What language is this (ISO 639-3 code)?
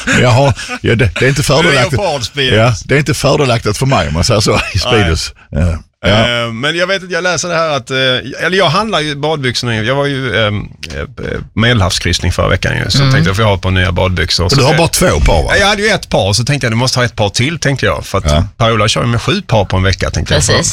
swe